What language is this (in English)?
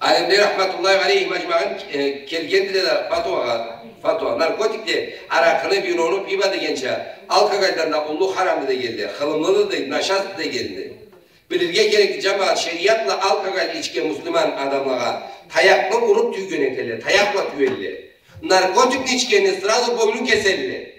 Karachay-Balkar